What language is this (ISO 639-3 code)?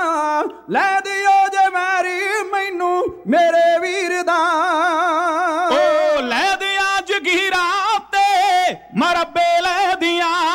pan